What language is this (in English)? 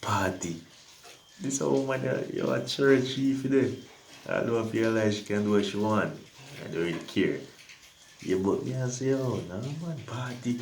Jamaican Creole English